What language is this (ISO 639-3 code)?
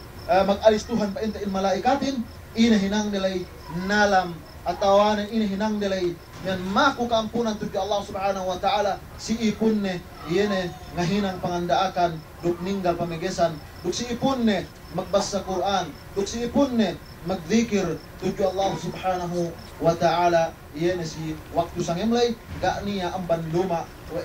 yka